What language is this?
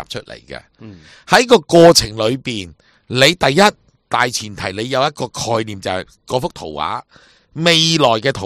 Cantonese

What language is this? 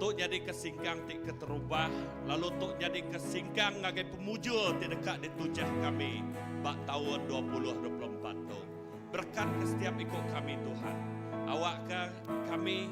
Iban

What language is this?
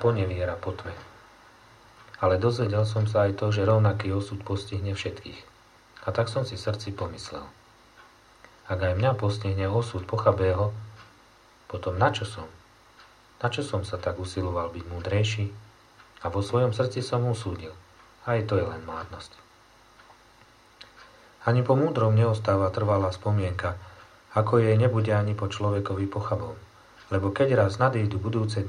Slovak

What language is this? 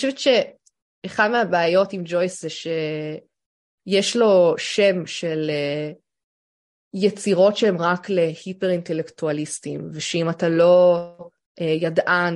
Hebrew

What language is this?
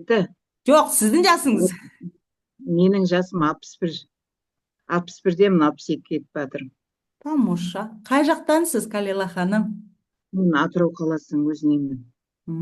Kazakh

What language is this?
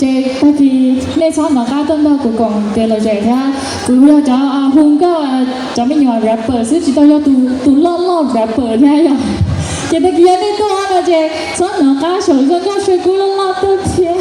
Hmong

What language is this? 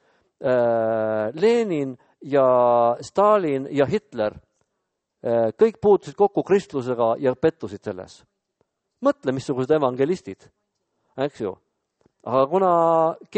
Estonian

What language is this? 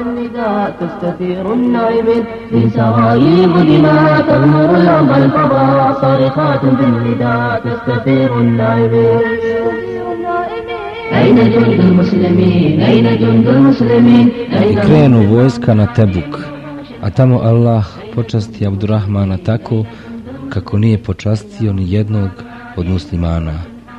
Bosnian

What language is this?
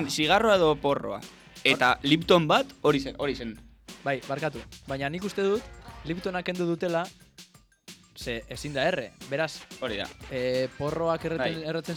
Basque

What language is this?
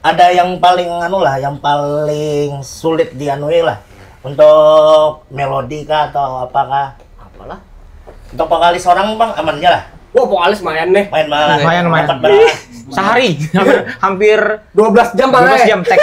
Banjar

